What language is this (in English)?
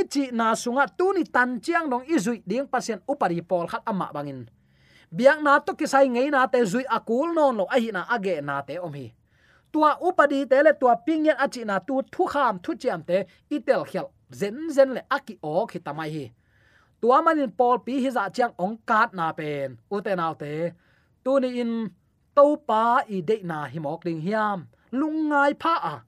Tedim Chin